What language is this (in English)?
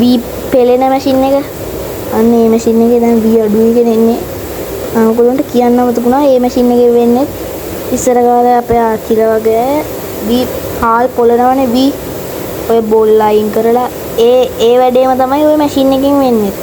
Sinhala